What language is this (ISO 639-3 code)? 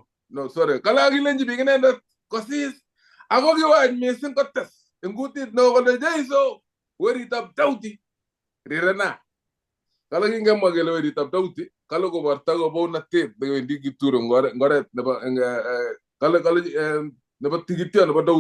kln